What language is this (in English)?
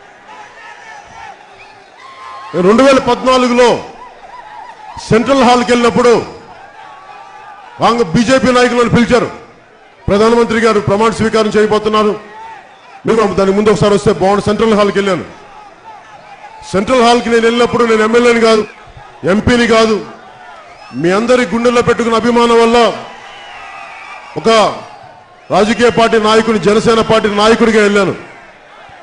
Telugu